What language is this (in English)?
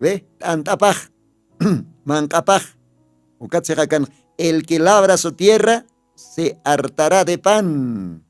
Aymara